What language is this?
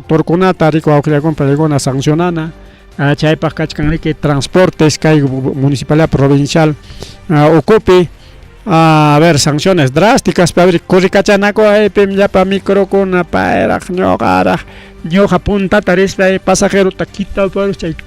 Ayacucho Quechua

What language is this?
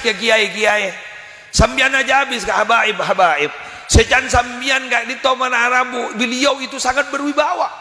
Madurese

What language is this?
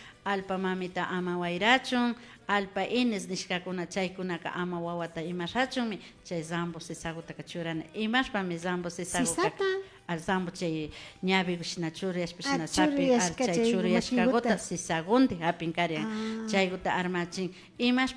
Imbabura Highland Quichua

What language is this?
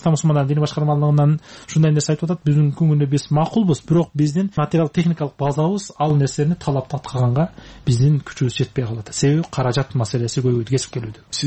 Kyrgyz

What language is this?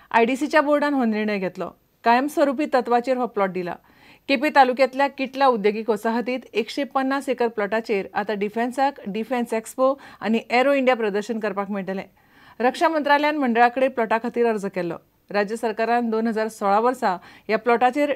Konkani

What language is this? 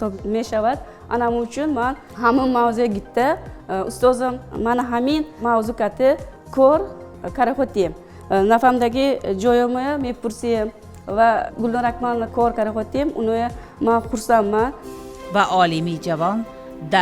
Tajik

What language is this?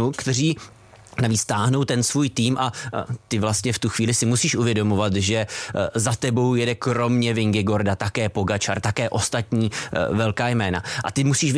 Czech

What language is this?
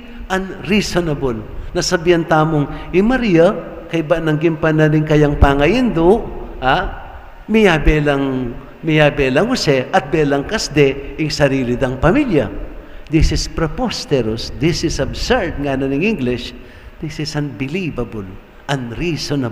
Pampanga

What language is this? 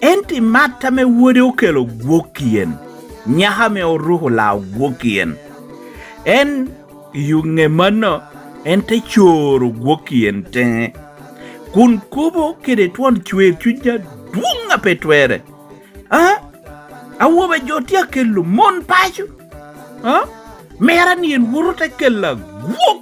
Lango (Uganda)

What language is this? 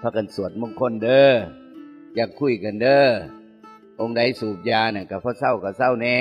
Northeastern Thai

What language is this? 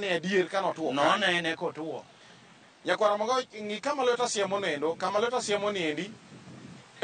Luo (Kenya and Tanzania)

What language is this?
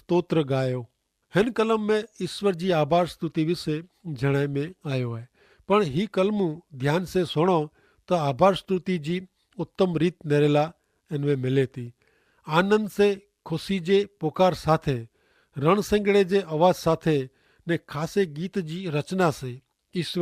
Kachhi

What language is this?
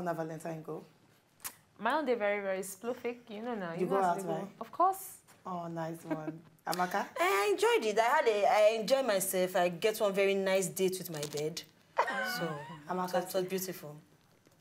Nigerian Pidgin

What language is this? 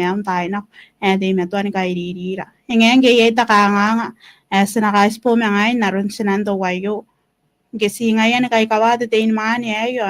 Gilbertese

